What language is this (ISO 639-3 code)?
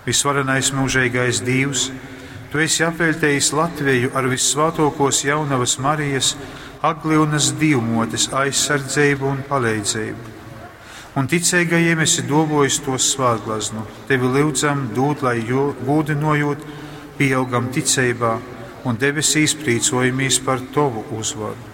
ltg